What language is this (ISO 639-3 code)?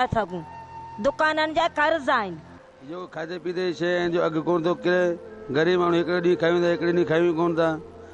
snd